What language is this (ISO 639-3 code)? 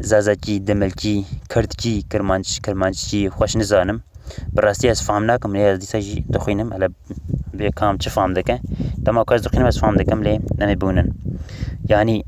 kur